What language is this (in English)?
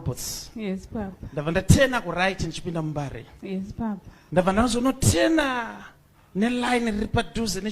Shona